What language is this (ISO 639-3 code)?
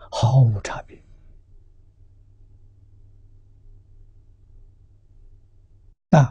zho